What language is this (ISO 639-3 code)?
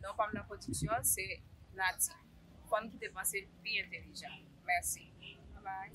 hat